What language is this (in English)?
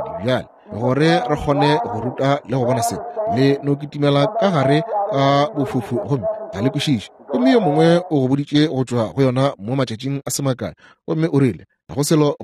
Northern Sotho